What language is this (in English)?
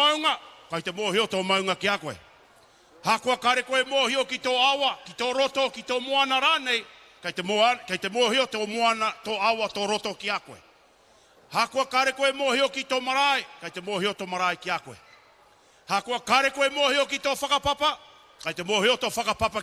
Māori